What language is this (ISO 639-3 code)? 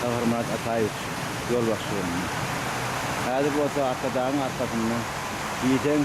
tuk